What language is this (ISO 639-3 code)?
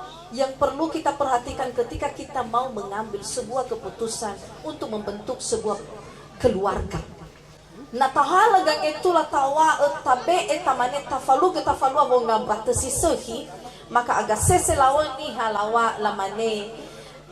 nia